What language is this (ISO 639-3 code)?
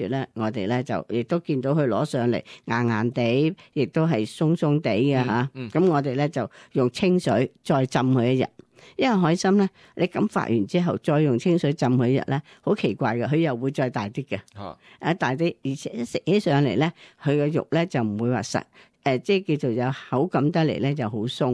yue